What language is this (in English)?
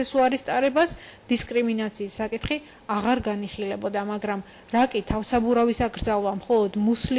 Georgian